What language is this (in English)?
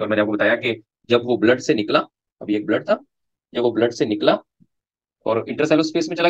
Hindi